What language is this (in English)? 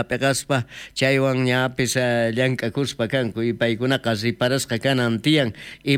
South Bolivian Quechua